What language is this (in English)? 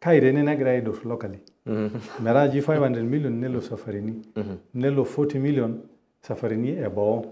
Masai